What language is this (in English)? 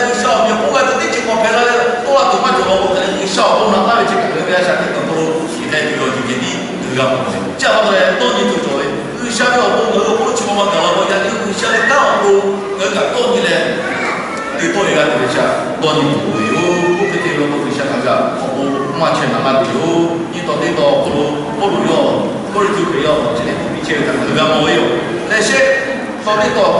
Lahu